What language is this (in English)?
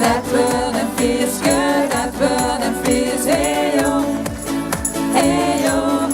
Limburgish